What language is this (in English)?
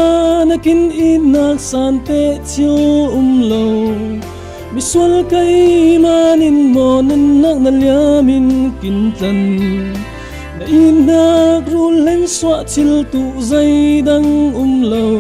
Falam Chin